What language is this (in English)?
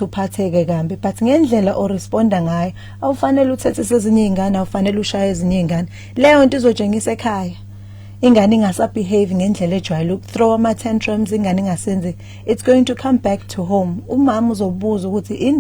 Zulu